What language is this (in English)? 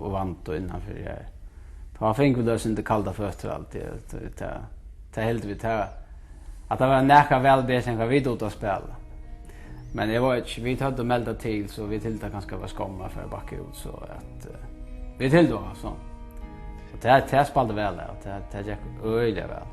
Faroese